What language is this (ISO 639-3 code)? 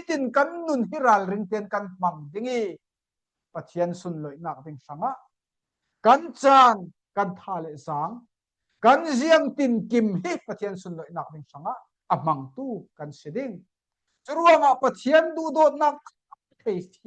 cfm